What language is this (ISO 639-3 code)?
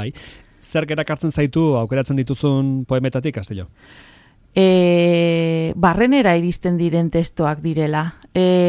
eus